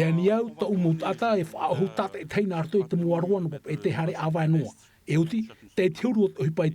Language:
Tahitian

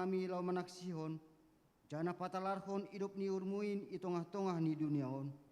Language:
Batak Simalungun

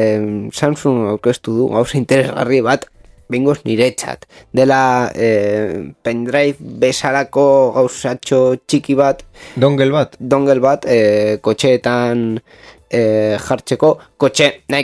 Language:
Basque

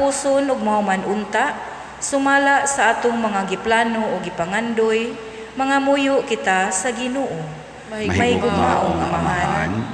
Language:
Cebuano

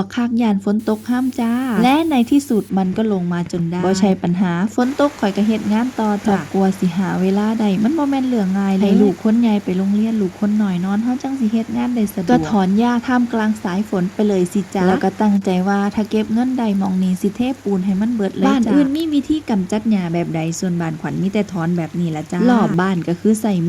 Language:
Northeastern Thai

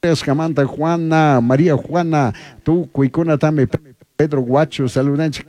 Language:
Chimborazo Highland Quichua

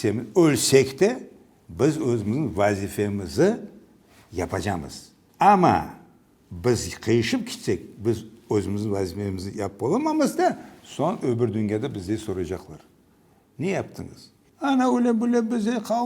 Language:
Crimean Tatar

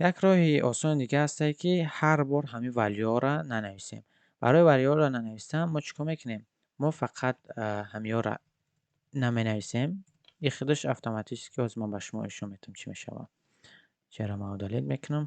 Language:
Tajik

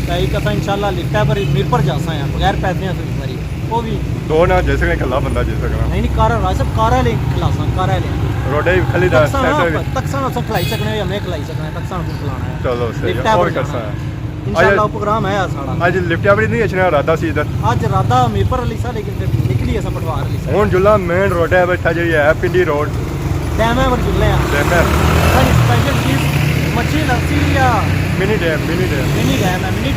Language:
Pahari-Potwari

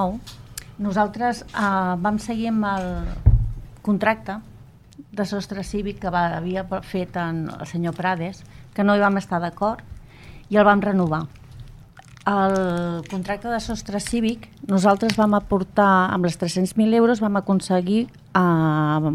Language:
Catalan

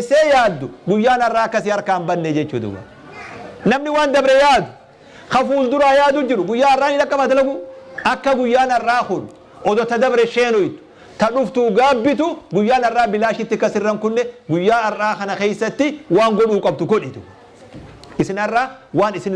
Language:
Oromo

